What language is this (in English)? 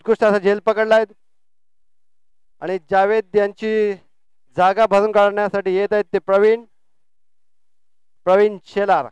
Marathi